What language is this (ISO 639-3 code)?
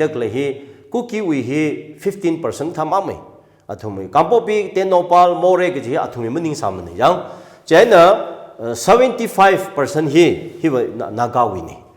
nmf